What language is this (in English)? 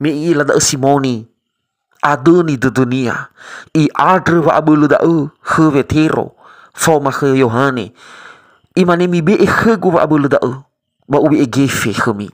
Nias